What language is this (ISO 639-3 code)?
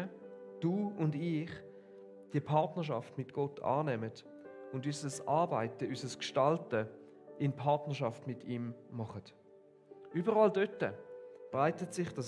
gsw